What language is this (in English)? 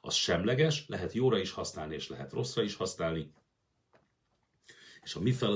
Hungarian